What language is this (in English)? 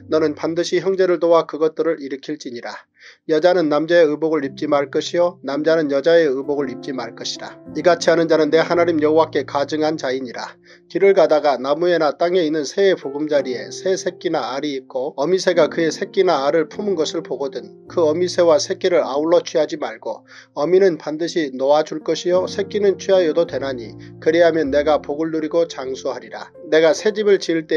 Korean